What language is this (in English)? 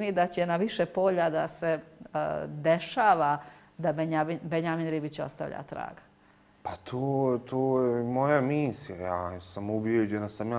Bosnian